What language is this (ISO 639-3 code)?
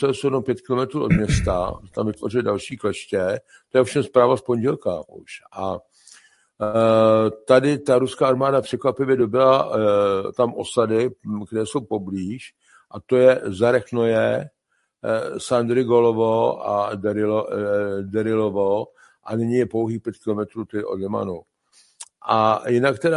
ces